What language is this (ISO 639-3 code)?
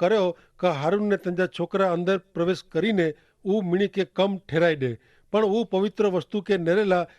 kfr